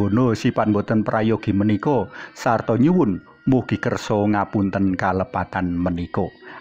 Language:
Javanese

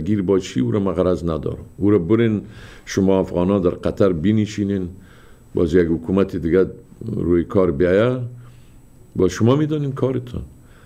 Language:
Persian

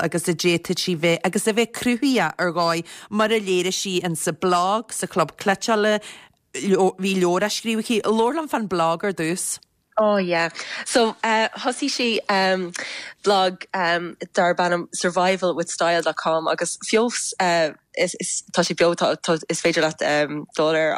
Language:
Irish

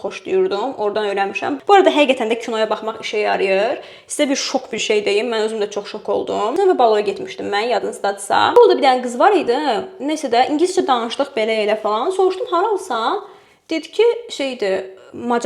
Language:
Azerbaijani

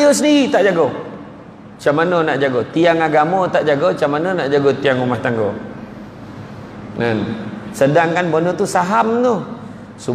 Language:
Malay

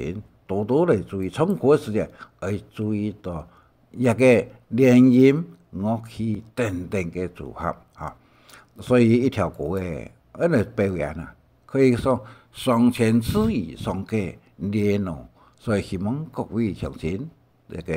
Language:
Hakka Chinese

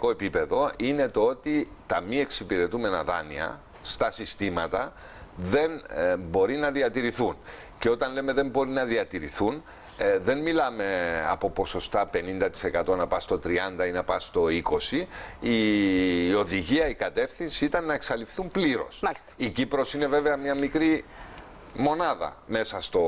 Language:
Greek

